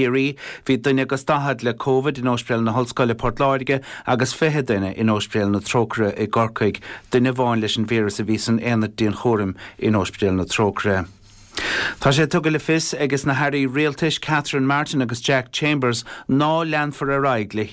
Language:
Irish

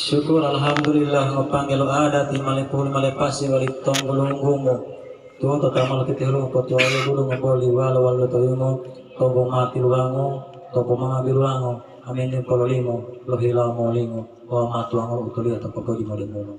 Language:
Gorontalo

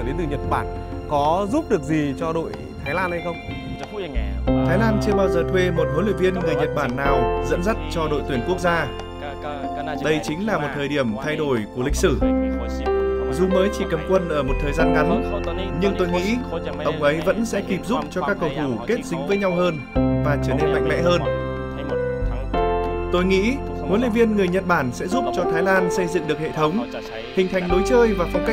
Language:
Vietnamese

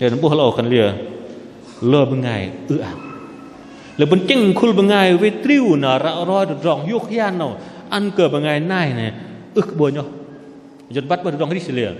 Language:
Bahnar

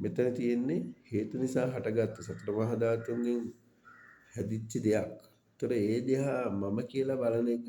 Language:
Sinhala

